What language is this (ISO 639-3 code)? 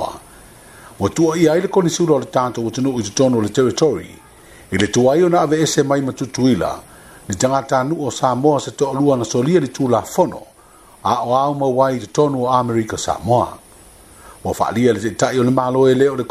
smo